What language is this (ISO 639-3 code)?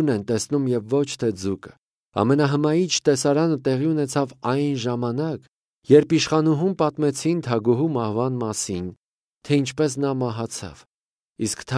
hye